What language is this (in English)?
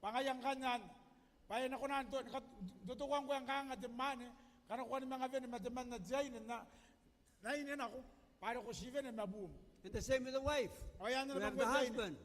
Gilbertese